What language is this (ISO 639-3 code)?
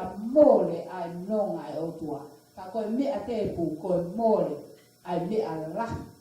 ton